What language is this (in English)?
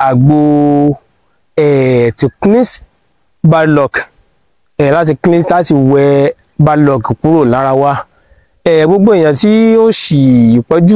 Yoruba